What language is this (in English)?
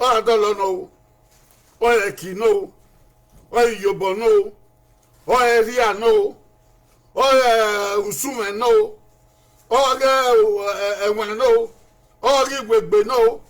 Bini